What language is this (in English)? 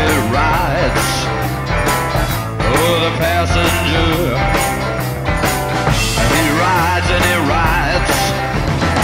English